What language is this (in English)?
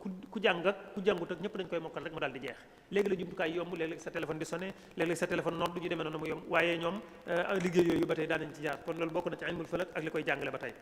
Wolof